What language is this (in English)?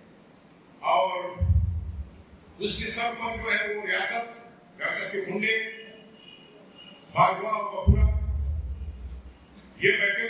Urdu